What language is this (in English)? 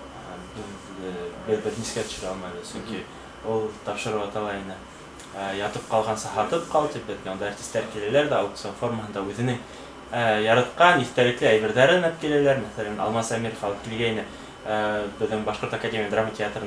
Bashkir